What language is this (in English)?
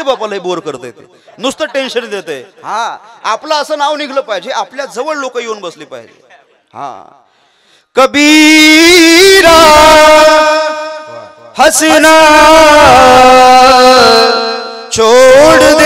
Marathi